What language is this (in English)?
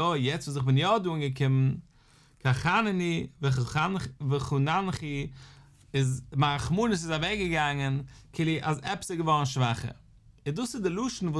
Yiddish